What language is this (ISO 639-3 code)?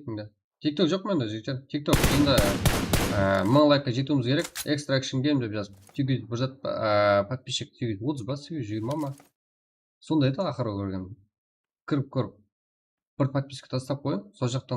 kaa